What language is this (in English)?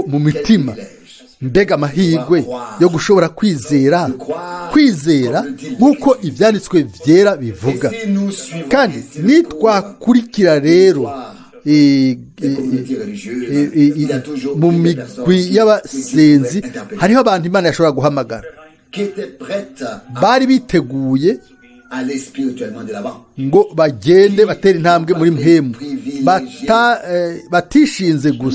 Rundi